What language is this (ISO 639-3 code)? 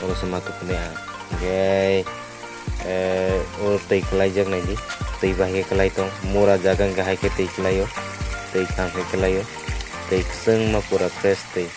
trp